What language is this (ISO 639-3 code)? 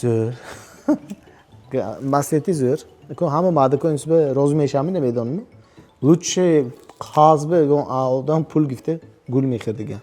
tgk